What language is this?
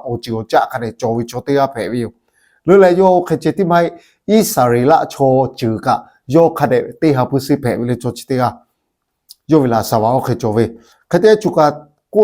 Lahu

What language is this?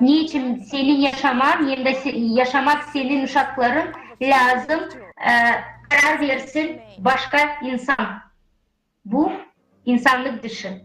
Gagauz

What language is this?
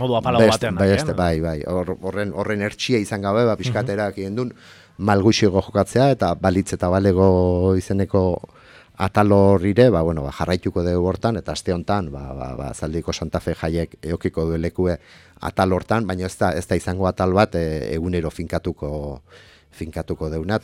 Basque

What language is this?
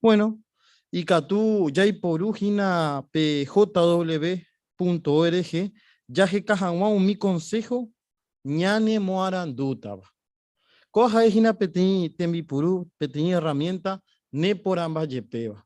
Guarani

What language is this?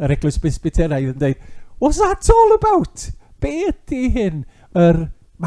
Welsh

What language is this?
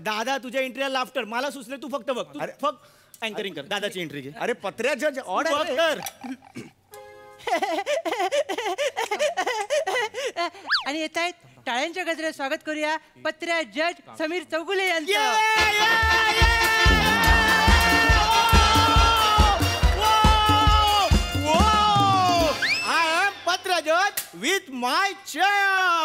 Marathi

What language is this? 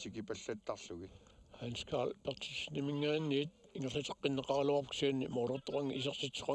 Kalaallisut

